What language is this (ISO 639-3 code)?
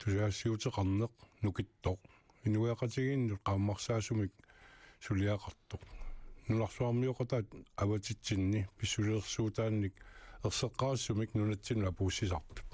kal